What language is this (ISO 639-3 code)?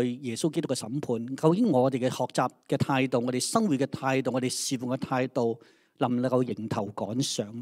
yue